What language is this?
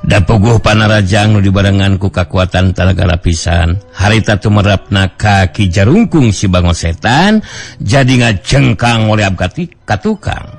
Sundanese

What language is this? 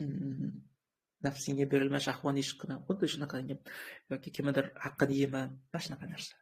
Uzbek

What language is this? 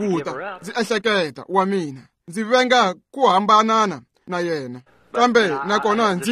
Tsonga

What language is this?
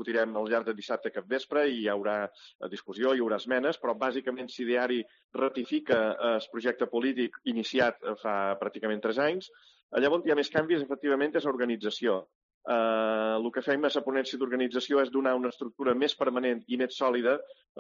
Catalan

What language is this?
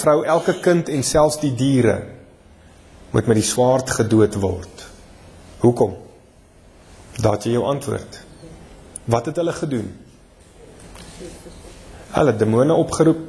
Afrikaans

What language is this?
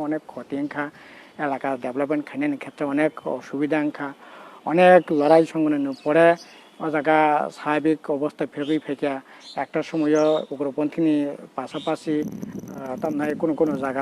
Kok Borok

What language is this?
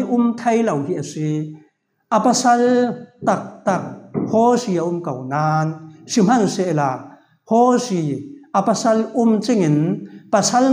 Falam Chin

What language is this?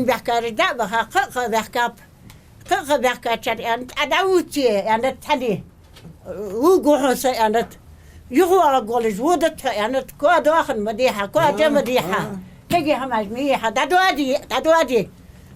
Ingush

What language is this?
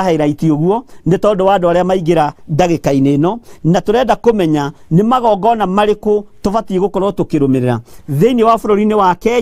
Kikuyu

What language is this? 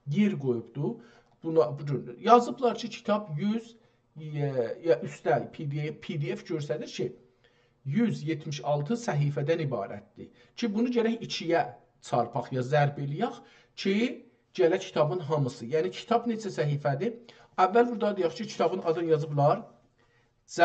South Azerbaijani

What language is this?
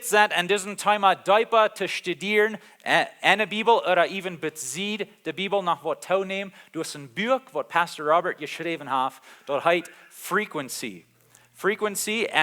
Plautdietsch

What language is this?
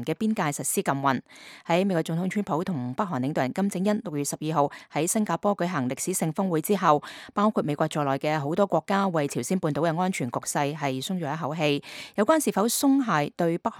Cantonese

